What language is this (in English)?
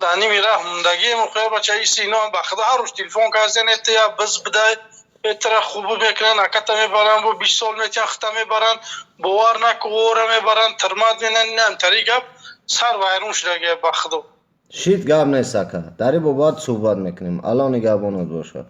Tajik